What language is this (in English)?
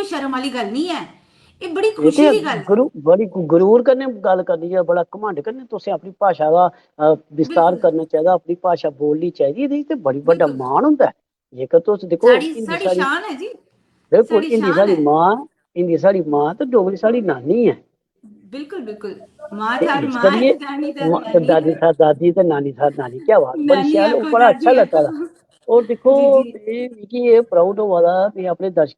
Dogri